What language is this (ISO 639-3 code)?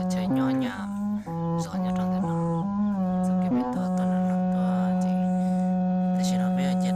hmn